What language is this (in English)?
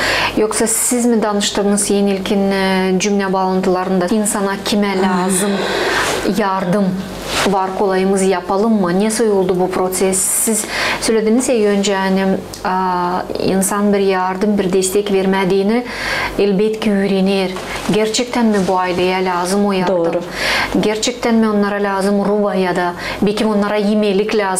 Gagauz